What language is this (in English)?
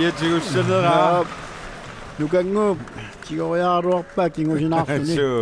Kalaallisut